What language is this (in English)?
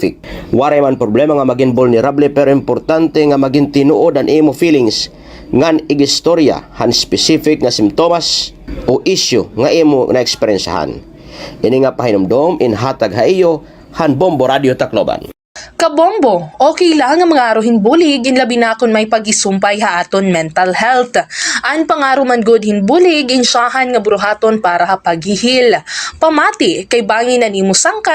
Waray